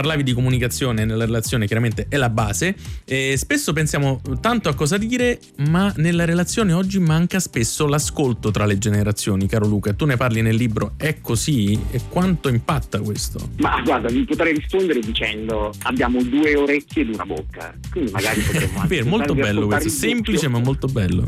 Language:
Italian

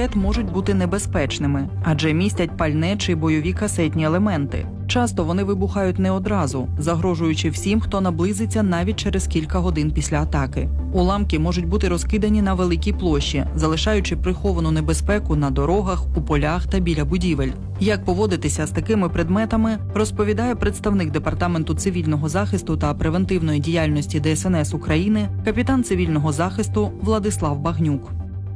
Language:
Ukrainian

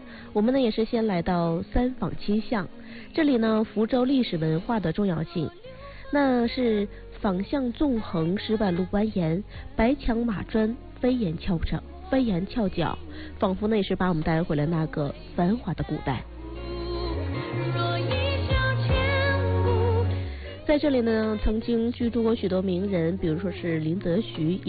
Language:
Chinese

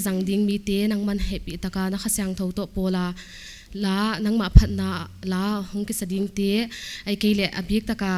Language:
Paite Chin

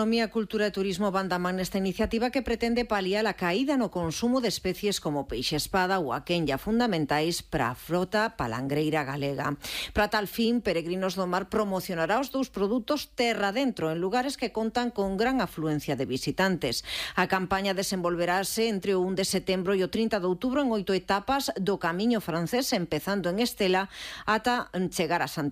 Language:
Galician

